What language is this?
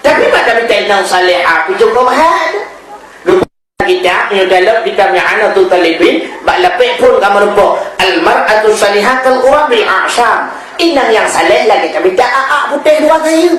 Achinese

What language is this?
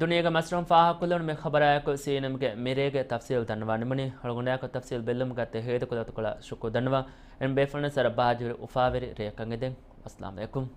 Divehi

